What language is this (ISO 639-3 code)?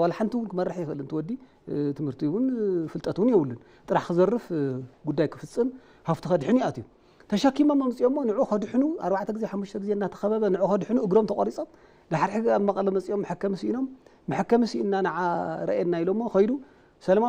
tir